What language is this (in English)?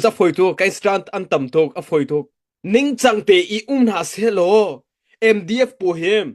Hakha Chin